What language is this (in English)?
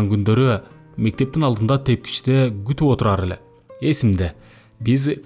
Kyrgyz